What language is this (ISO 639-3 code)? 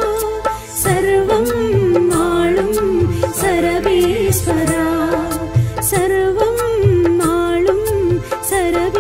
tam